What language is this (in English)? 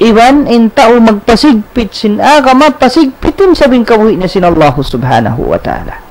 Tausug